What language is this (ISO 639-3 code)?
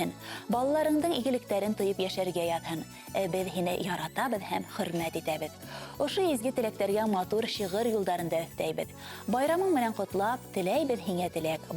bak